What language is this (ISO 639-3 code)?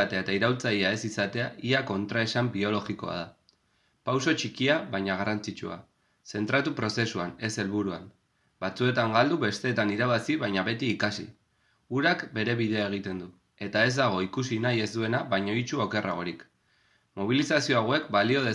eus